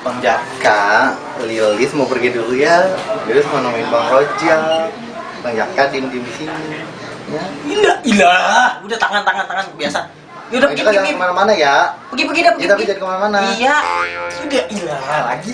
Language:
Betawi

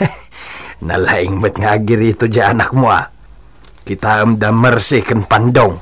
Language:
Iloko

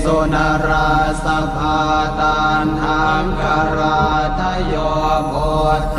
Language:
Pali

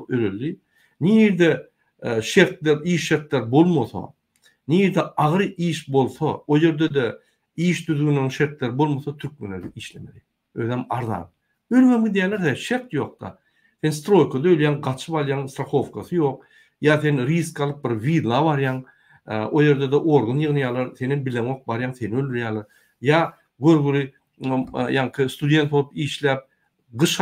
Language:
Turkmen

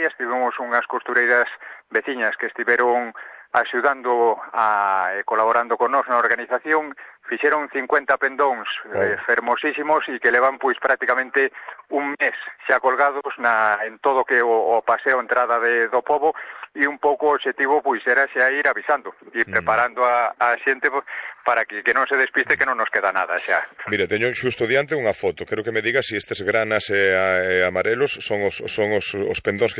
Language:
Galician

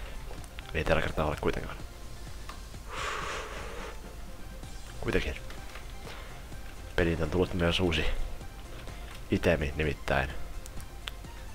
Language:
Finnish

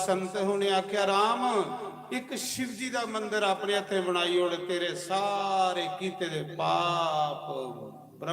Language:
Dogri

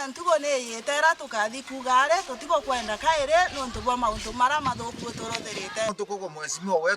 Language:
Meru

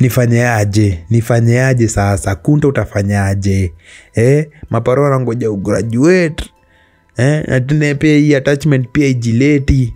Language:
Swahili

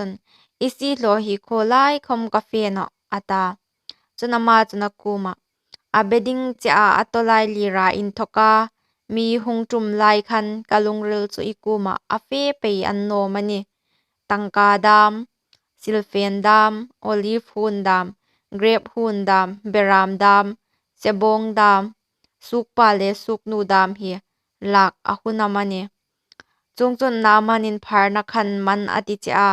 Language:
Hmar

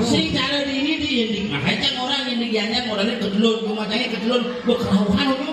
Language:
Balinese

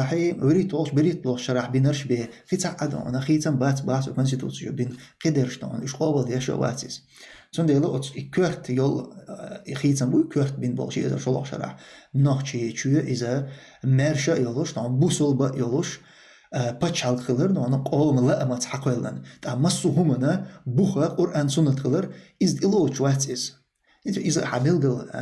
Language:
Chechen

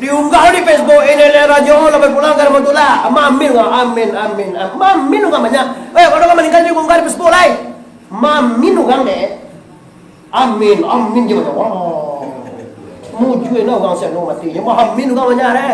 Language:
Minangkabau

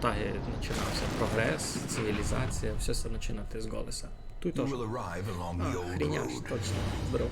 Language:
Rusyn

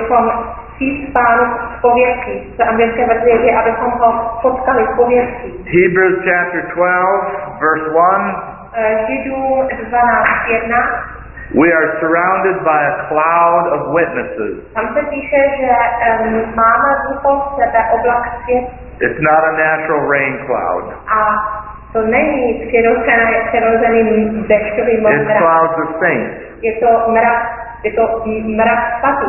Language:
Czech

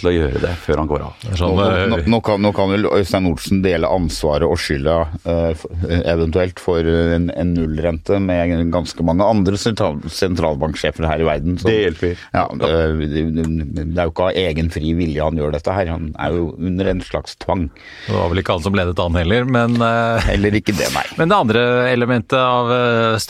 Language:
Norwegian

